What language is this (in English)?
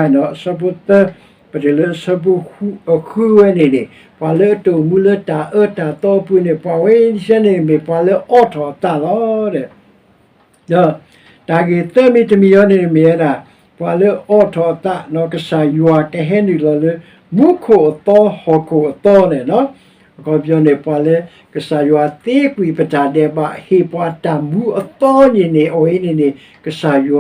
S'gaw Karen